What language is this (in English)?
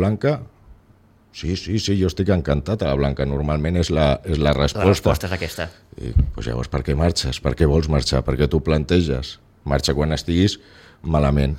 Catalan